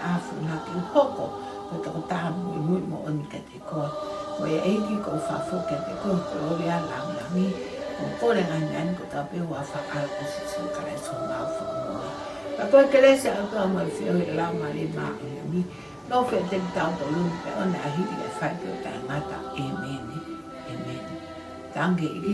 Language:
Tongan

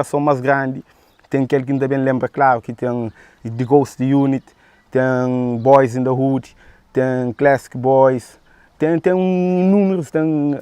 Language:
Kabuverdianu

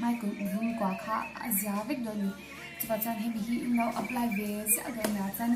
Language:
Mizo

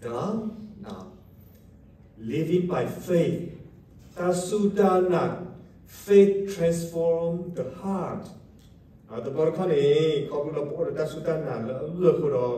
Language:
S'gaw Karen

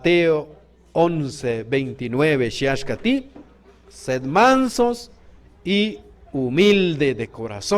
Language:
Q'anjob'al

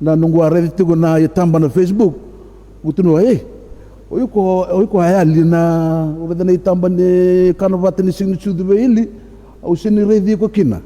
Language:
Fijian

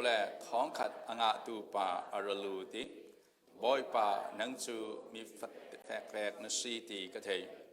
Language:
Falam Chin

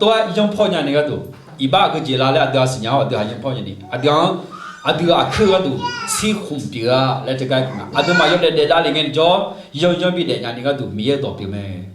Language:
Akha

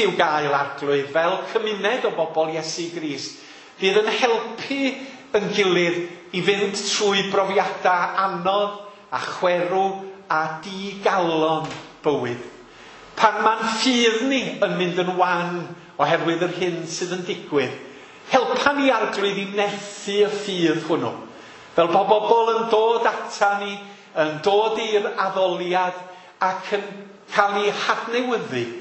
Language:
Welsh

